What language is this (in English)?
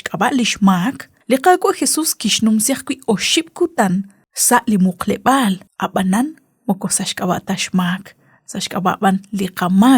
Kekchí